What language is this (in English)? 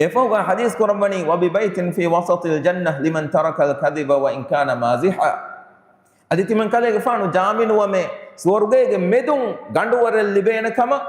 Divehi